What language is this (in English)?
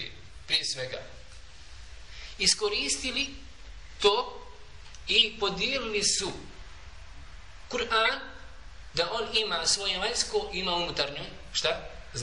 Bosnian